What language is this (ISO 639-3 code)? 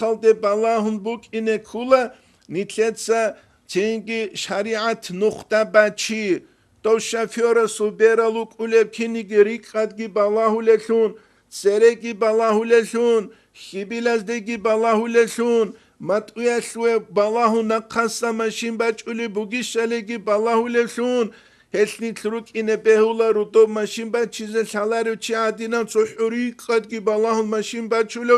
ava